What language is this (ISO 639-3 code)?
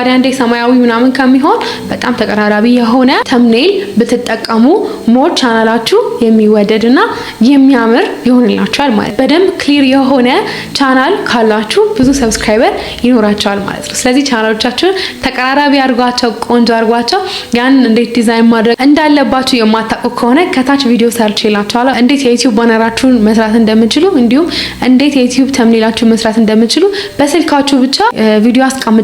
amh